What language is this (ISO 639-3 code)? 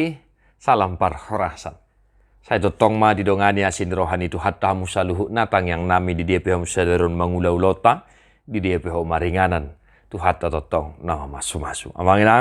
bbc